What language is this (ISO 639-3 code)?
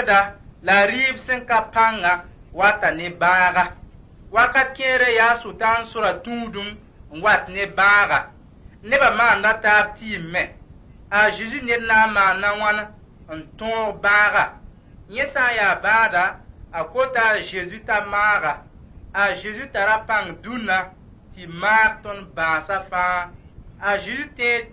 mos